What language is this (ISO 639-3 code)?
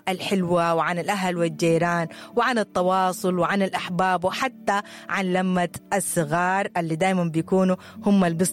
apd